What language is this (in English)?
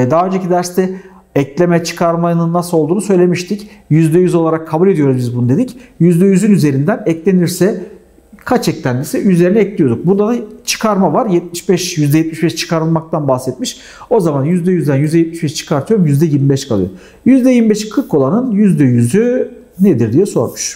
Turkish